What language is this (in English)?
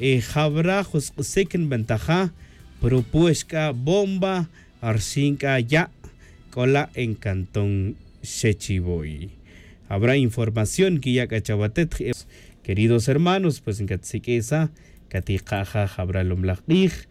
Tz'utujil